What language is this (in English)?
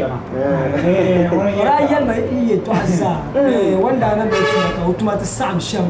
Dagbani